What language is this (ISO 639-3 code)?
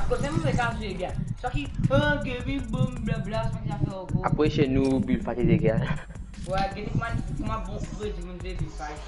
mfe